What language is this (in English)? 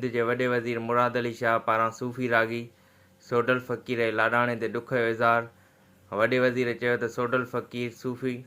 Sindhi